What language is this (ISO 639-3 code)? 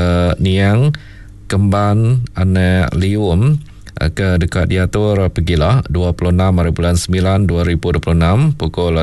iba